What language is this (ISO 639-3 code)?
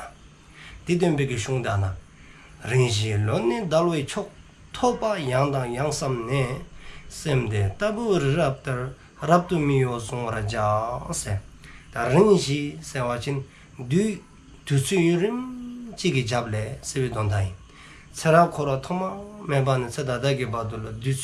dzo